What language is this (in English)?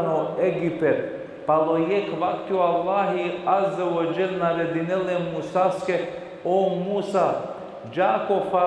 Balkan Romani